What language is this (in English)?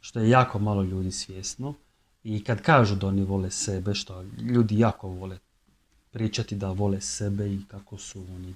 Croatian